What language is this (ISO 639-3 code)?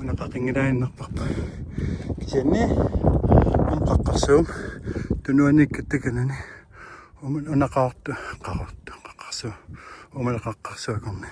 kal